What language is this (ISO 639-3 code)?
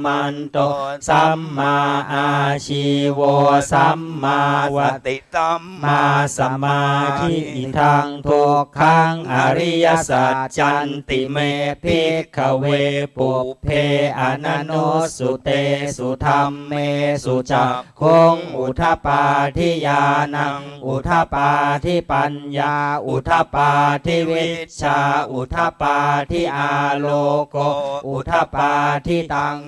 pli